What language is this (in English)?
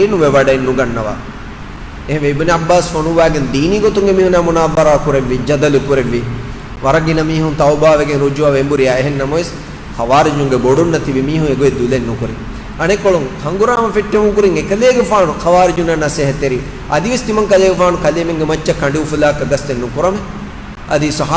Divehi